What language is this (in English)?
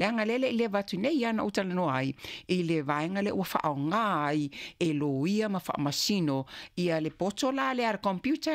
Samoan